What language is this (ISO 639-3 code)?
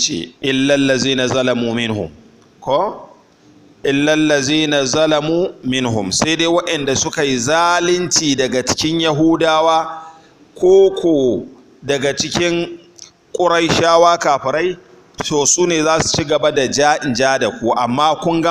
hau